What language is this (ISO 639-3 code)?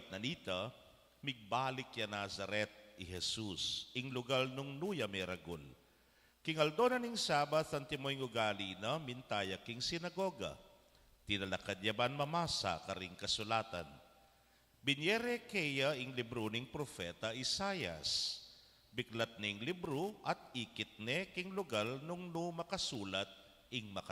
pam